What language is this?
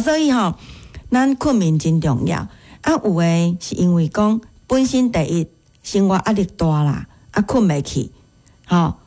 Min Nan Chinese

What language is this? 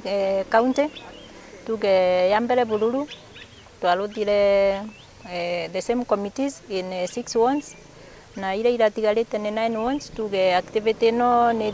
Meru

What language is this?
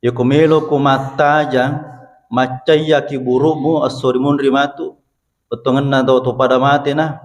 Buginese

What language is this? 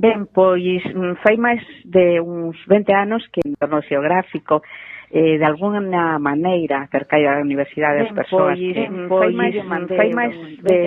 Galician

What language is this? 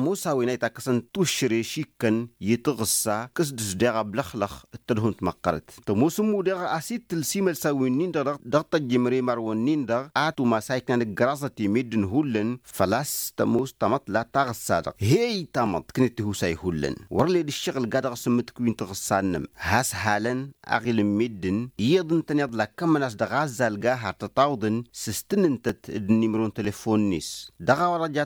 Tamasheq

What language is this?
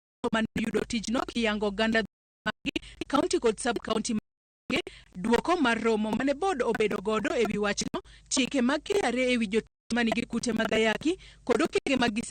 Luo (Kenya and Tanzania)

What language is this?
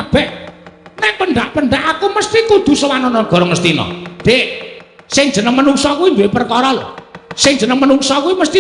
Javanese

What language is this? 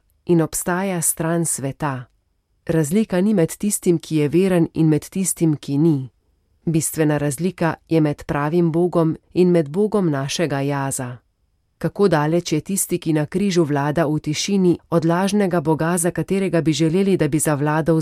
Slovenian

